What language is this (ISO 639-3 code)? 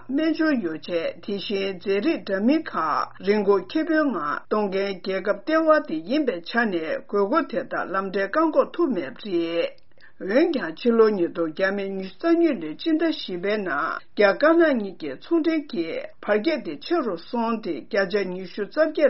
bod